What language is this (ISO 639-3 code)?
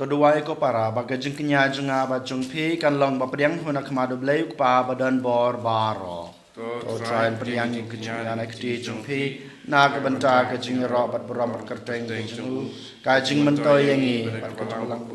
kha